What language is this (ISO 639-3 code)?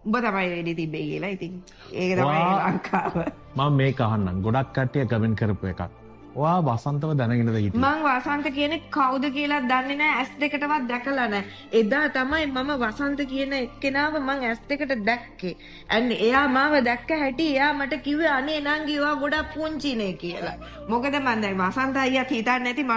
sin